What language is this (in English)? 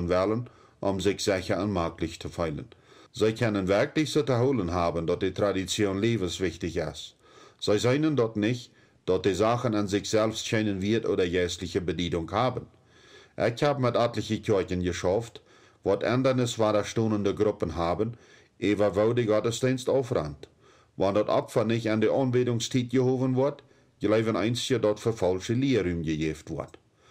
Plautdietsch